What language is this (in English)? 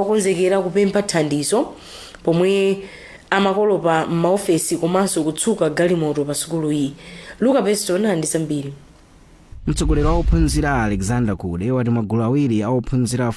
Nyanja